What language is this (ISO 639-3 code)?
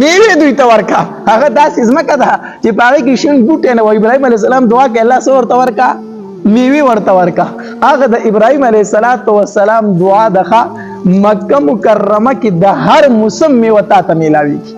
pus